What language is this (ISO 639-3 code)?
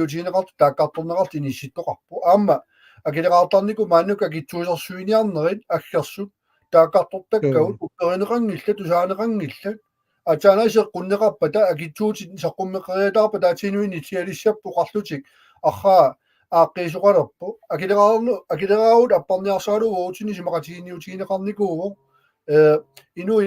kal